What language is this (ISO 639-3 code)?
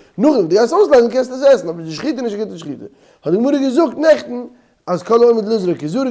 yid